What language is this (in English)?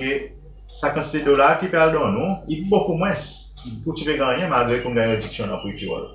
Seselwa Creole French